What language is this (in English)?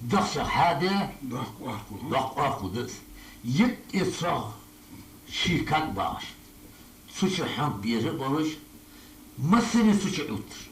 Ingush